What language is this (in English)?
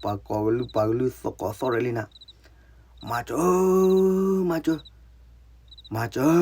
S'gaw Karen